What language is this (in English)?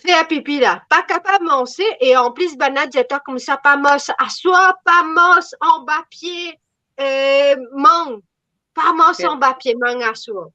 Morisyen